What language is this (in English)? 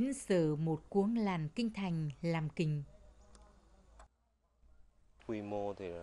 Vietnamese